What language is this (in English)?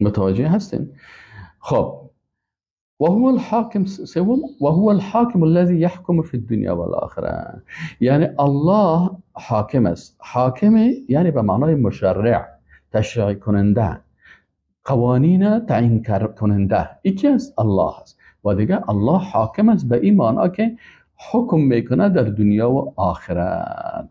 Persian